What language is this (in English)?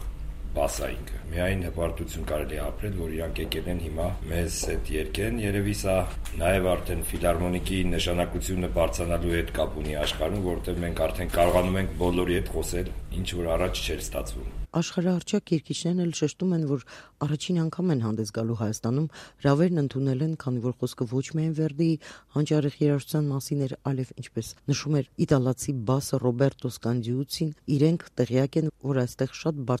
Armenian